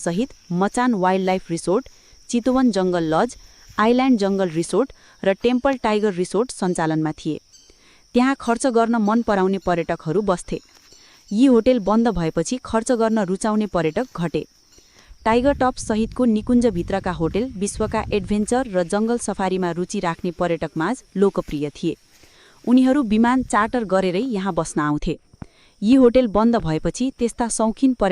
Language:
Nepali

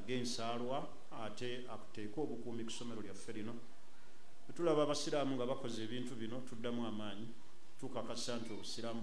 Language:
Ganda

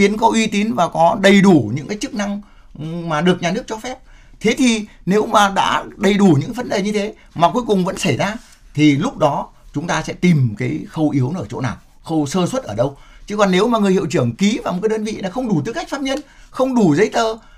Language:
Vietnamese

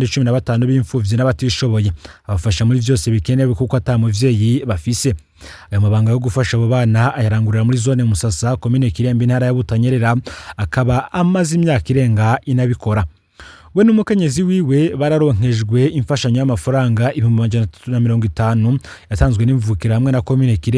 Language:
Rundi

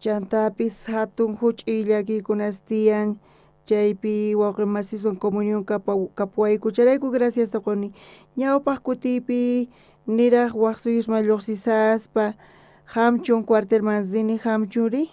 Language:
South Bolivian Quechua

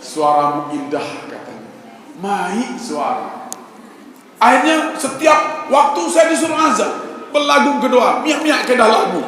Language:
Sasak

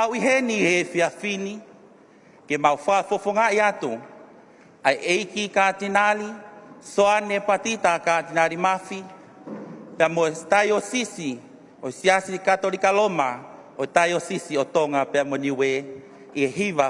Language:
Tongan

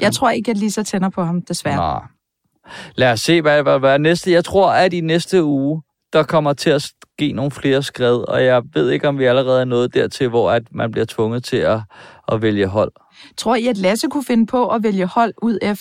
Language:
Danish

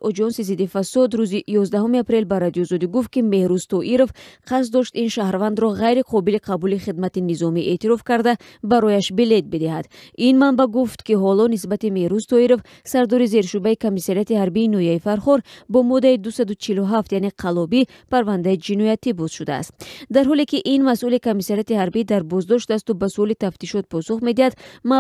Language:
Tajik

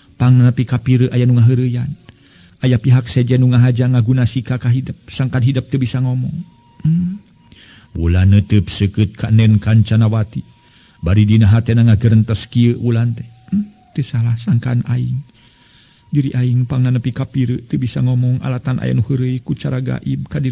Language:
Sundanese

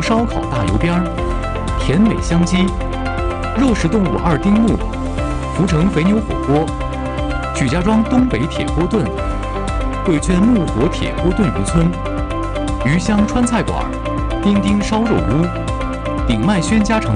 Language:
Chinese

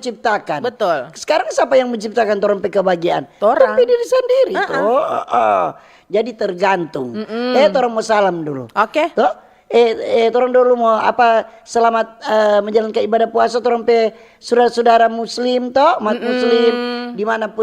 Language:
Manado Malay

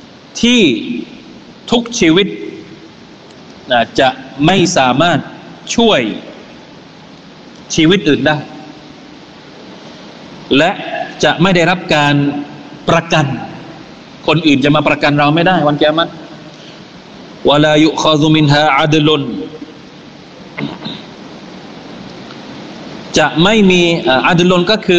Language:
Thai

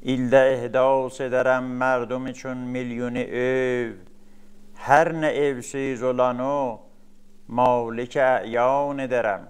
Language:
South Azerbaijani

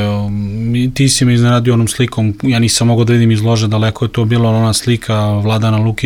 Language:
Serbian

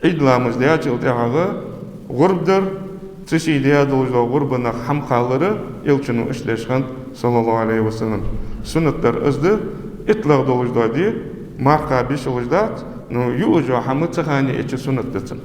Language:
Ingush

